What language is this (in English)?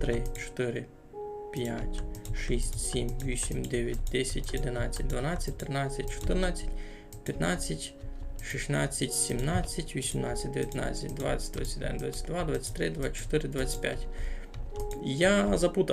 Rusyn